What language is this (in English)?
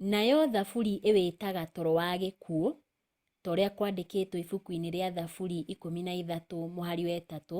Kikuyu